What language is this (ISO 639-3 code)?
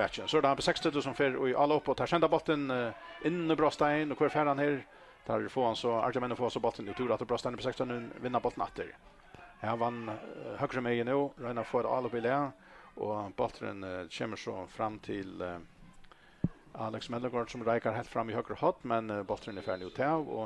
fao